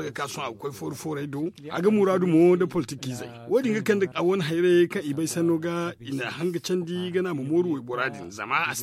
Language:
Zarma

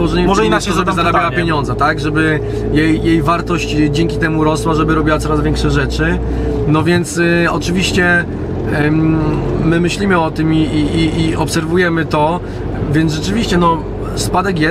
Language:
Polish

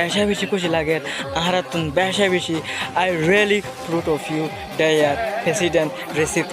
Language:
Rohingya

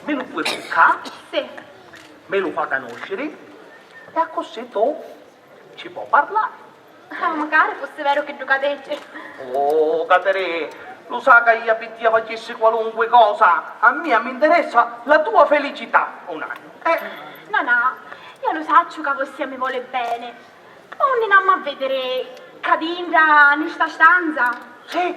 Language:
Sicilian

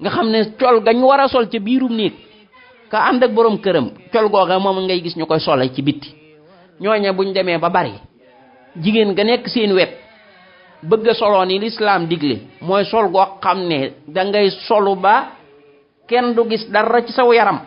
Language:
Wolof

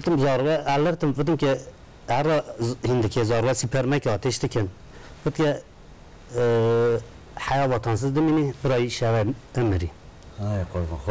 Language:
Kurdish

